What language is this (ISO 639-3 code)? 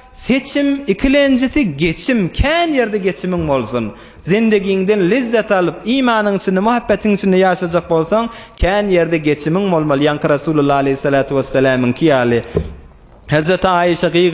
tuk